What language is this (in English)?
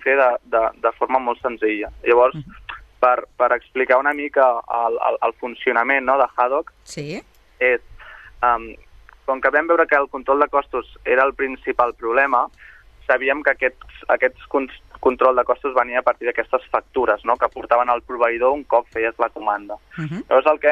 Catalan